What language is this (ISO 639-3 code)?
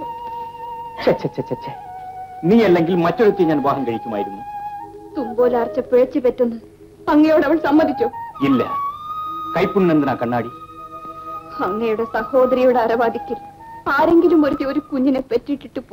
mal